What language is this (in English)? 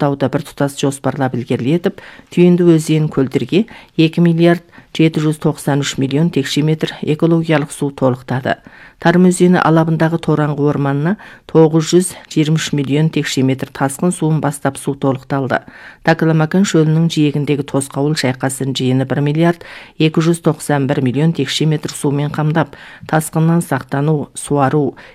Kazakh